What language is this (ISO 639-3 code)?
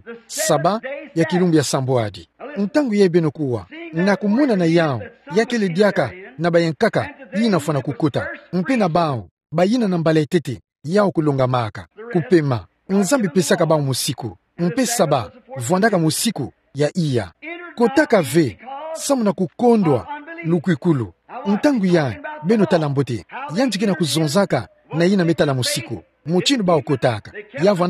ktu